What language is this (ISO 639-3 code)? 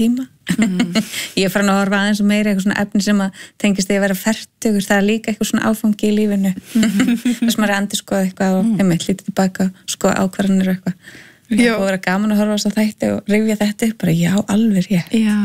isl